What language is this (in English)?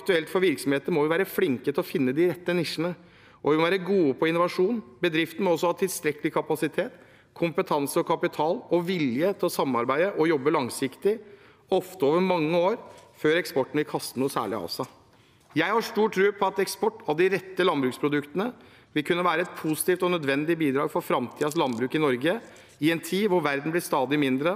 Norwegian